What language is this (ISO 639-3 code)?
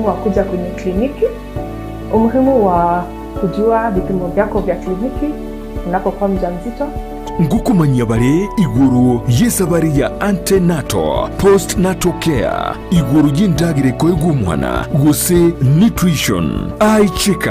guz